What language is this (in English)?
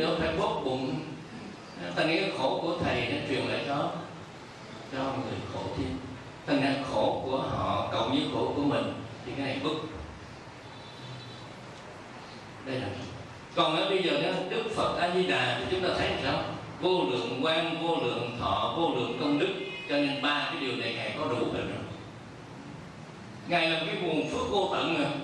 Vietnamese